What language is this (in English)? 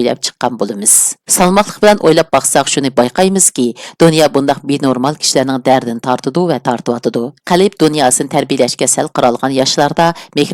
Uyghur